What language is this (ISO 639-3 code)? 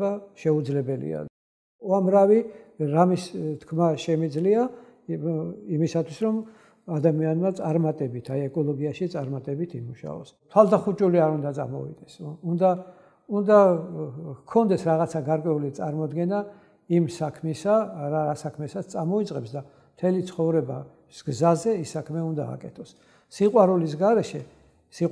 kat